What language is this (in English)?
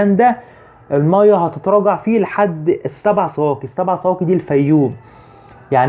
Egyptian Arabic